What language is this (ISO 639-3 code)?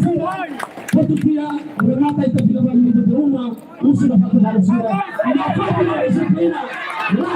tet